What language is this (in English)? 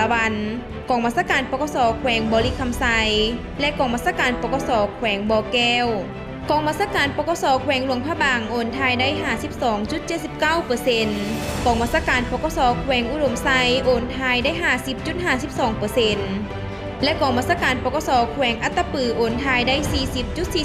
Lao